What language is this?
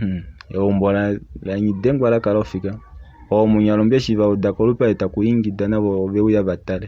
Kuanyama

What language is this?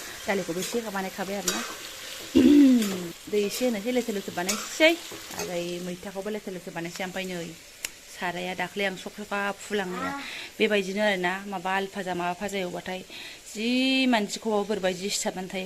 Bodo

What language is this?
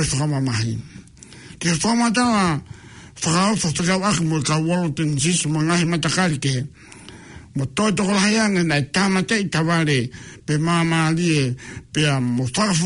Tongan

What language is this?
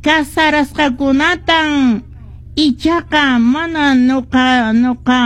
Quechua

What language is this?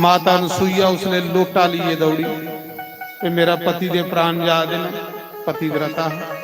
Dogri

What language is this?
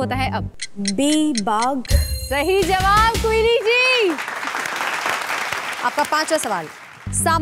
Hindi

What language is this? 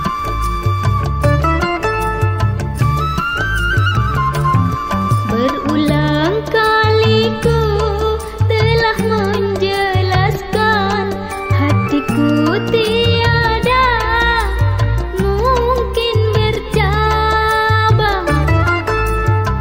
Malay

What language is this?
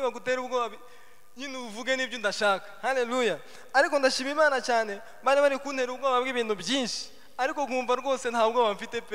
Kinyarwanda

